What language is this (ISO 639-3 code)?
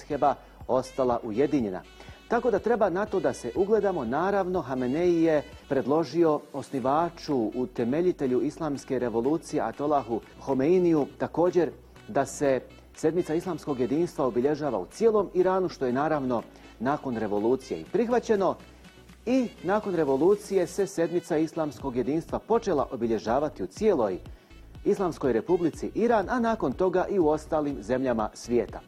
bos